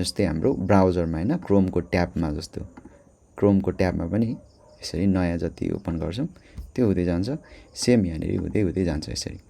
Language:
Nepali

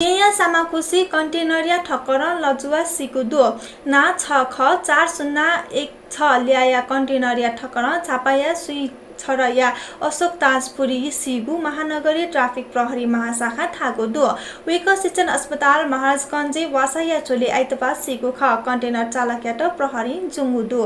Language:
Newari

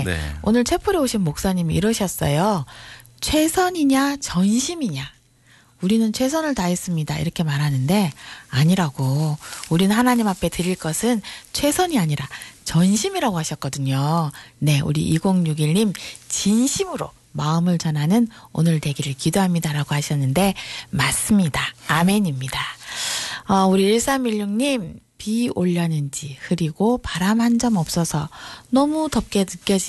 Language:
Korean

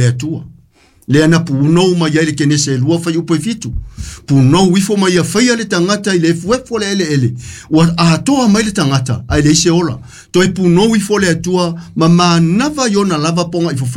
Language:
Samoan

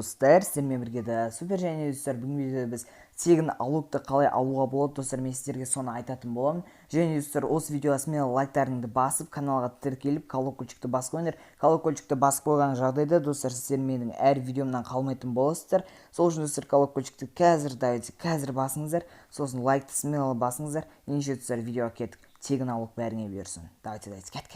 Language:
Kazakh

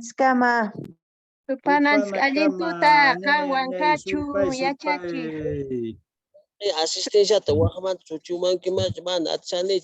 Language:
Quechua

